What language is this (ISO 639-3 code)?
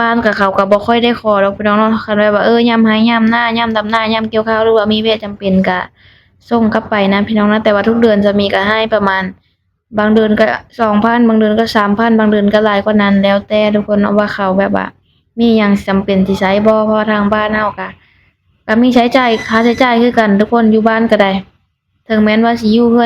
lao